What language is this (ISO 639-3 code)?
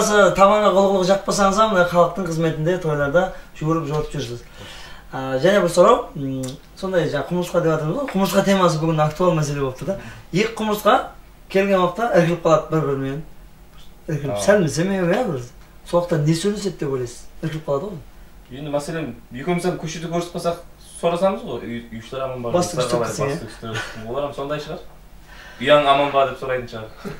kaa